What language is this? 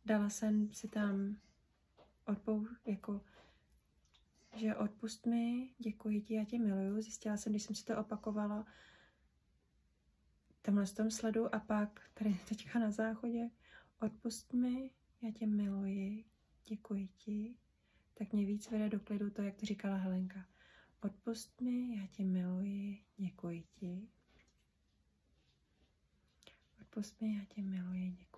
Czech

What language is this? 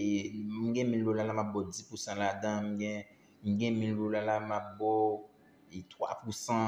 Haitian Creole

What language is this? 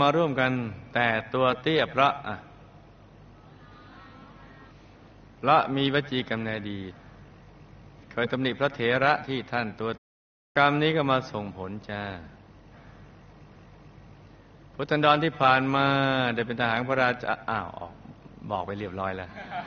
Thai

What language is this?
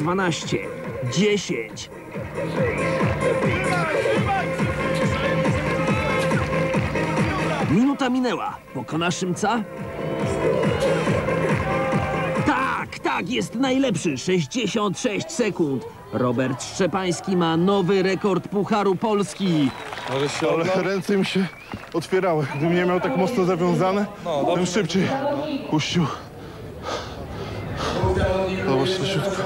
Polish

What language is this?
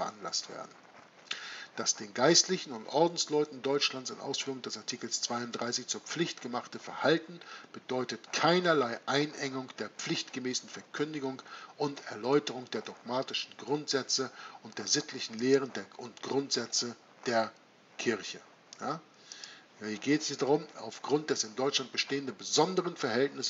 German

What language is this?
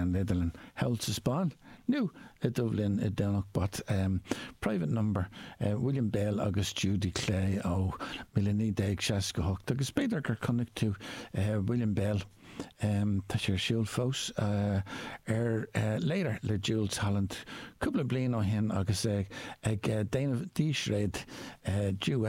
Irish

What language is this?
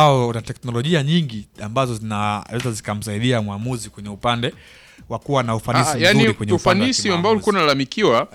Swahili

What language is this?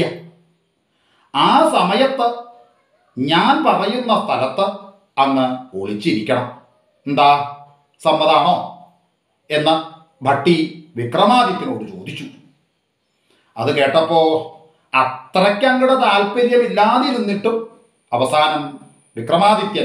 Malayalam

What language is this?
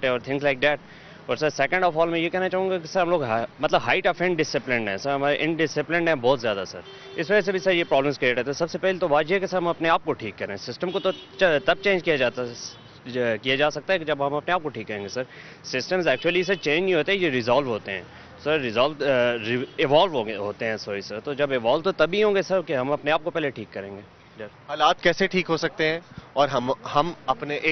Urdu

